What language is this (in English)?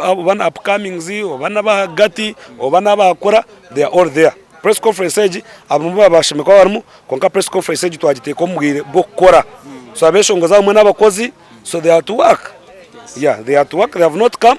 Nyankole